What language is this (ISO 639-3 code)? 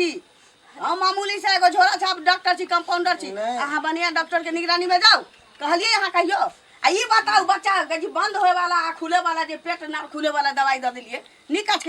mai